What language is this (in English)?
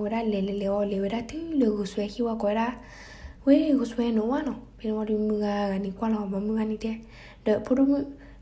S'gaw Karen